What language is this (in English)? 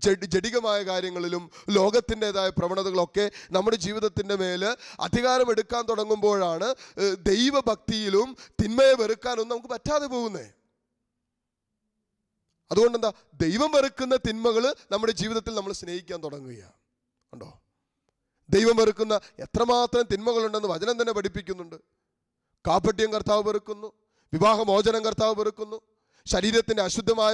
Malayalam